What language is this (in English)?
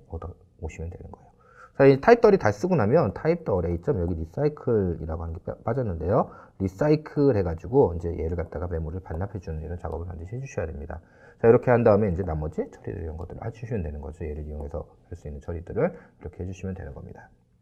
Korean